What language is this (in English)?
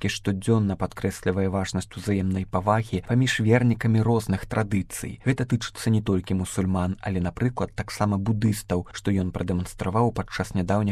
Belarusian